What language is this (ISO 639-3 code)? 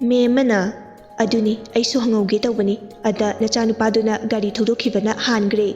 mni